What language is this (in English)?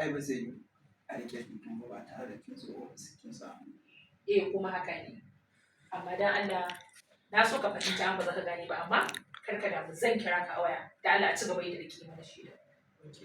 Hausa